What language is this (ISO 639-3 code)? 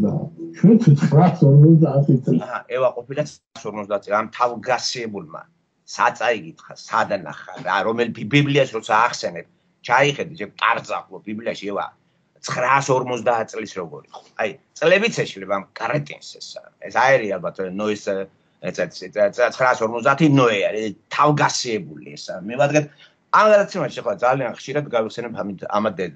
kat